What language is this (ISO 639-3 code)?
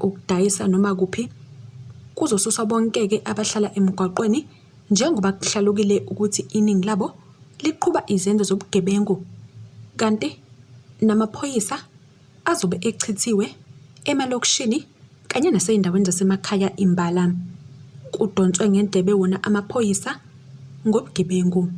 zul